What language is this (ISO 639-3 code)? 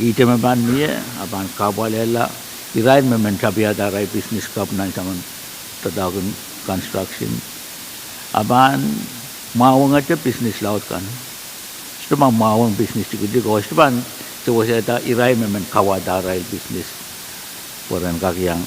pon